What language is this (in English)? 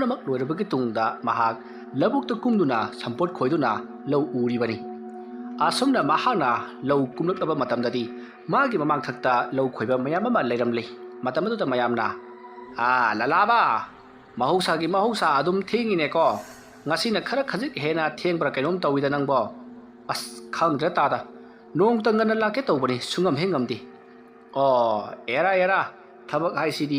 Manipuri